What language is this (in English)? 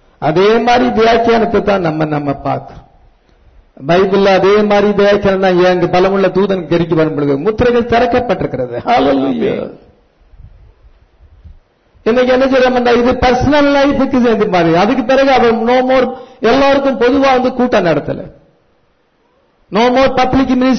Tamil